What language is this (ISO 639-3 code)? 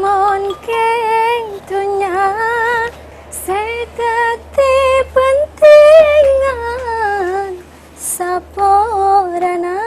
mad